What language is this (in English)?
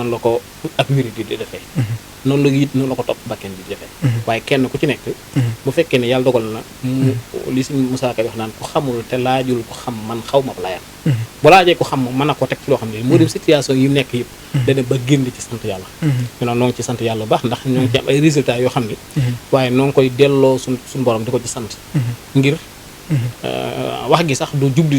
Wolof